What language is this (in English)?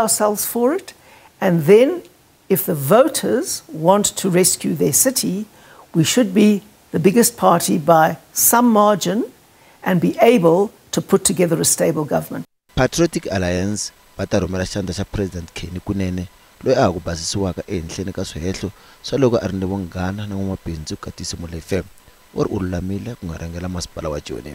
Tsonga